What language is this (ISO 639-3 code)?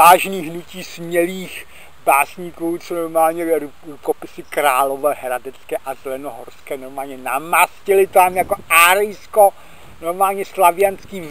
ces